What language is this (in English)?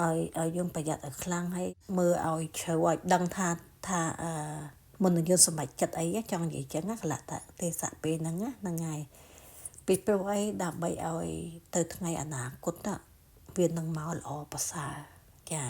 Khmer